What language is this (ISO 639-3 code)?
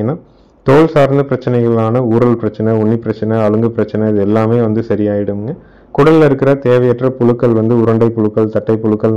tam